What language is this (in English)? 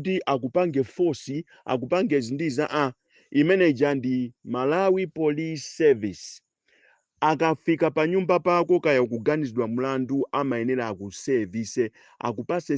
Nyanja